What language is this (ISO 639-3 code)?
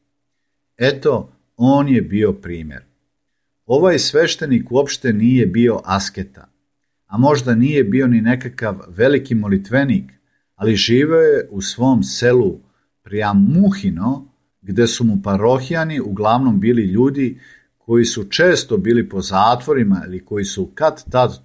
srp